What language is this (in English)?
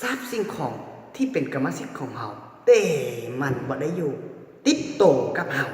Lao